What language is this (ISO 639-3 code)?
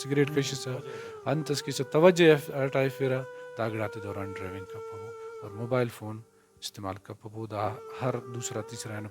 brh